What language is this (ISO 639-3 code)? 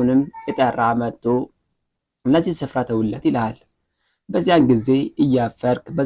amh